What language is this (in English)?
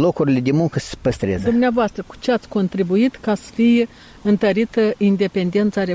Romanian